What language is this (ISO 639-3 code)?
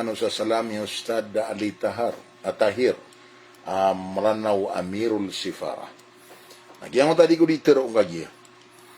mrw